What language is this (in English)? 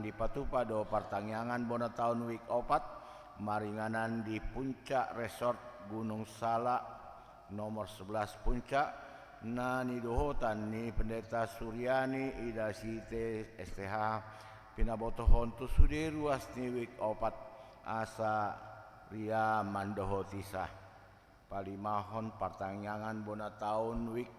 Batak Toba